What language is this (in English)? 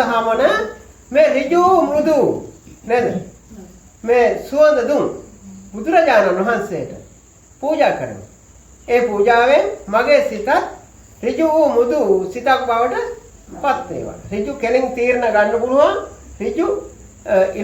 Sinhala